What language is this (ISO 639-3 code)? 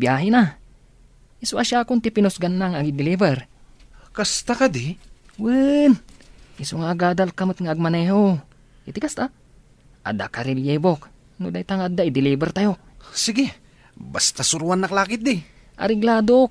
ilo